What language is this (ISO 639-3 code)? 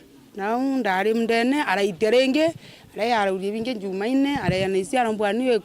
mer